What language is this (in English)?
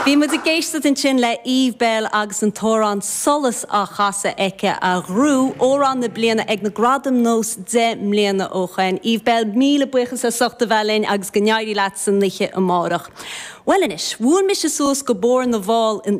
Irish